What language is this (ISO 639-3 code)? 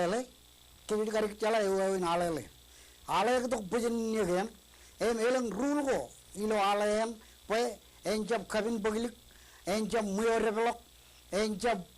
mah